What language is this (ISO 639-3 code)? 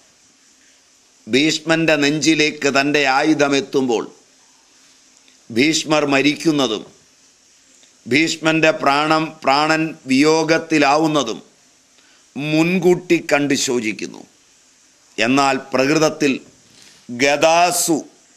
mal